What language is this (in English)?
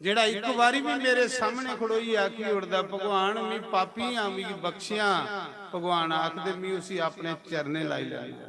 Dogri